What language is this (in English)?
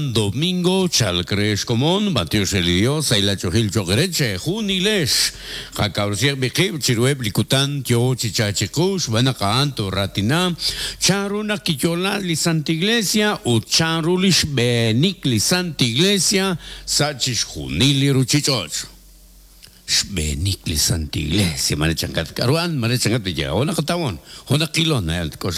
Kekchí